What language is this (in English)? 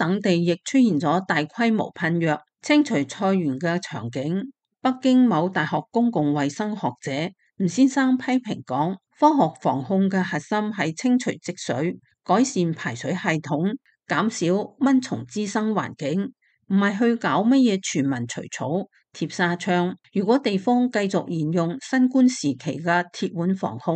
Cantonese